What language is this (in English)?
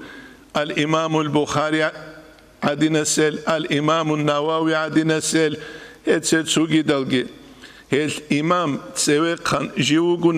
Avaric